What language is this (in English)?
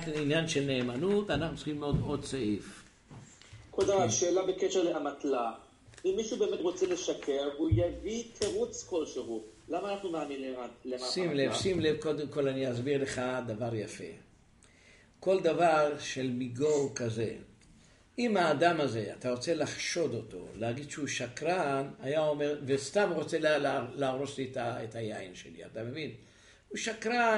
Hebrew